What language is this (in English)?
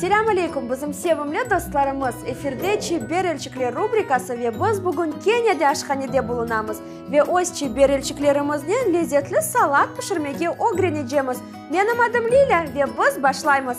Crimean Tatar